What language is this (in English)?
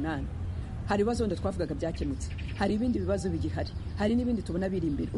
Kinyarwanda